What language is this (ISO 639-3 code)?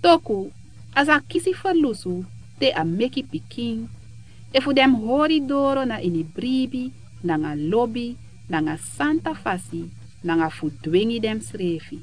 srn